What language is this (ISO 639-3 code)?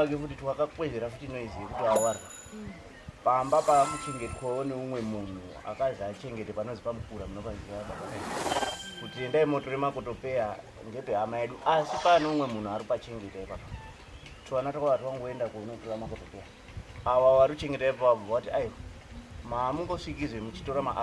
sna